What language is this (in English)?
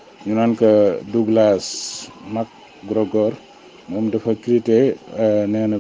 Wolof